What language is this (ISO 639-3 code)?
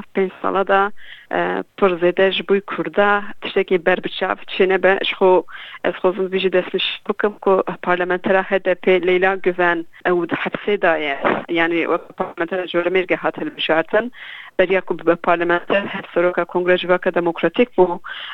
kur